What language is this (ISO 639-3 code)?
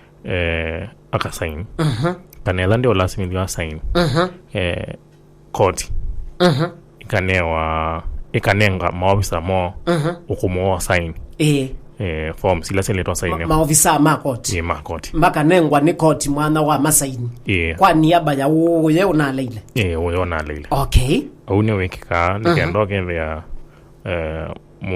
kam